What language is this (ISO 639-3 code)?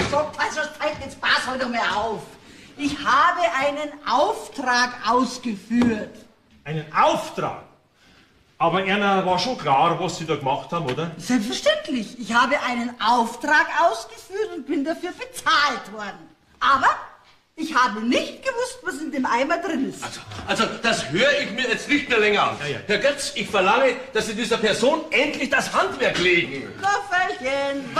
bar